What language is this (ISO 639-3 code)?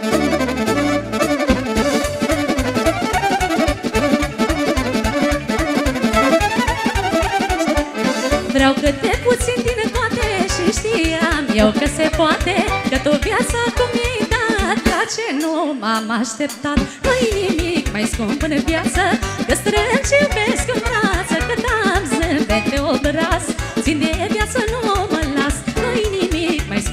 ron